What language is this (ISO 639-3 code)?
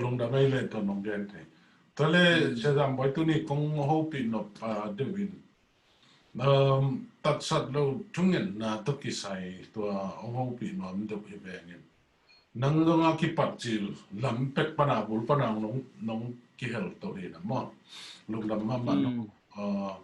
ctd